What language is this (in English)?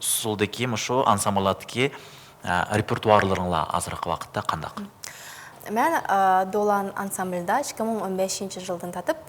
Uyghur